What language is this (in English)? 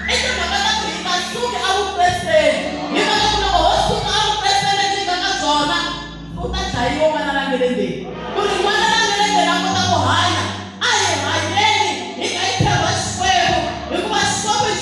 Tsonga